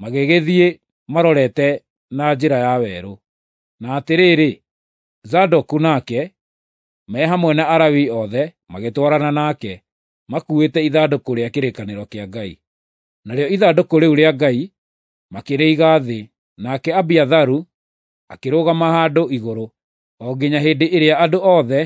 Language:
Kikuyu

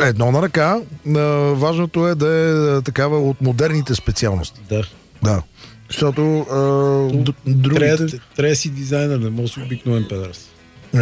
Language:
Bulgarian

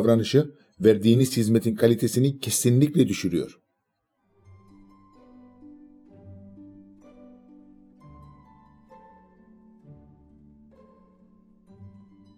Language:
Turkish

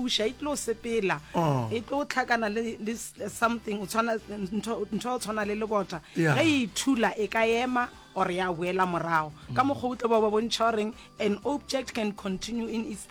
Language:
Northern Sotho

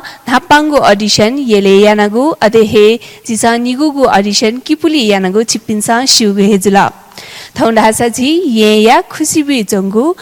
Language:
Newari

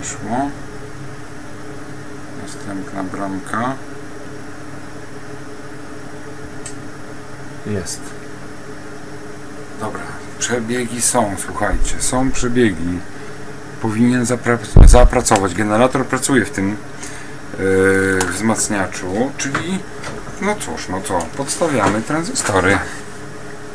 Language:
Polish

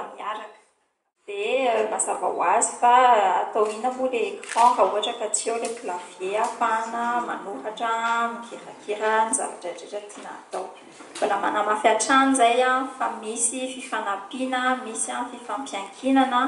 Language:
Malagasy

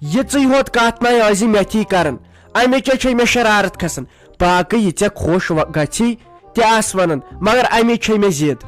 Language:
Kashmiri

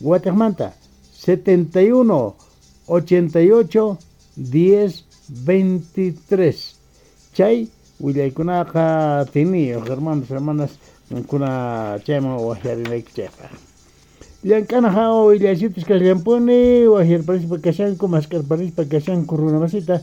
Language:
Quechua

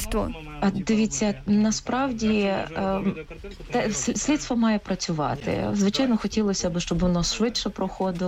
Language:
Ukrainian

